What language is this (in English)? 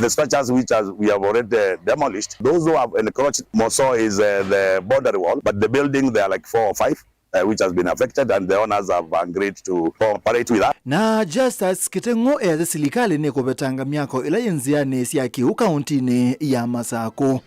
Kamba